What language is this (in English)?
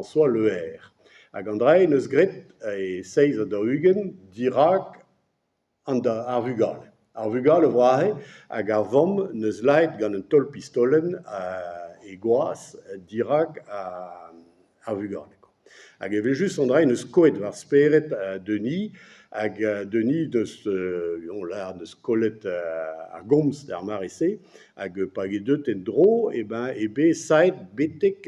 Breton